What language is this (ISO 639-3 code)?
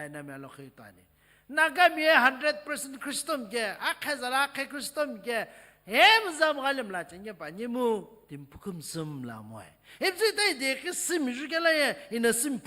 nsm